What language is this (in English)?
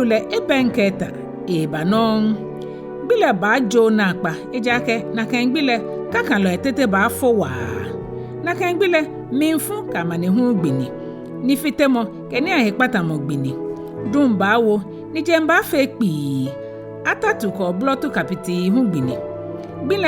Ga